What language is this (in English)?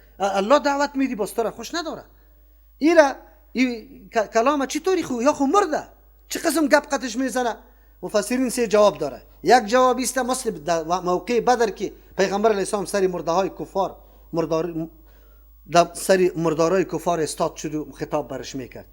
Persian